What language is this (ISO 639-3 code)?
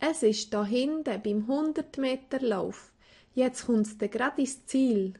gsw